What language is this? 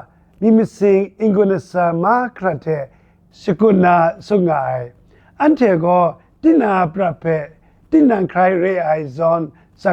Kachin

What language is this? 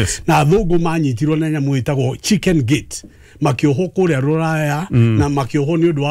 Kikuyu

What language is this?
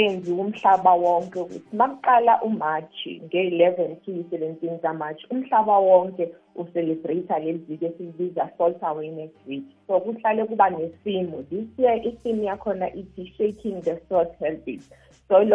South Ndebele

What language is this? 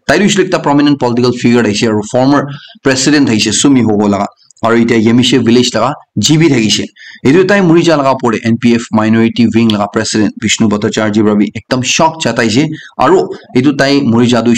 Naga Pidgin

